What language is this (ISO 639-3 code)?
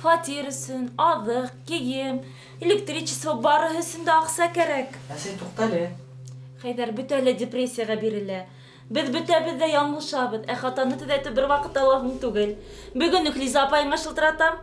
bak